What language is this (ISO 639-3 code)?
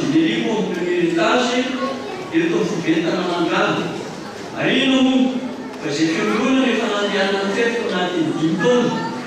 mlg